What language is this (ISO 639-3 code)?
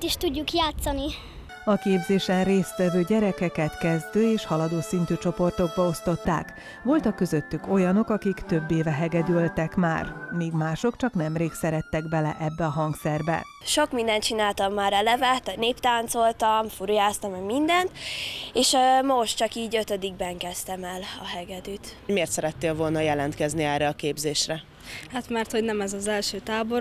hun